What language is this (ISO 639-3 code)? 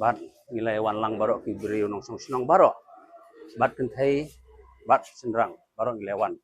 kha